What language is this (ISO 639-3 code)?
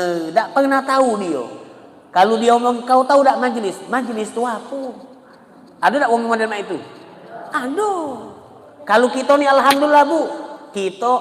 mui